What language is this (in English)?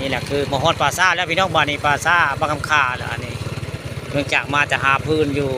Northeastern Thai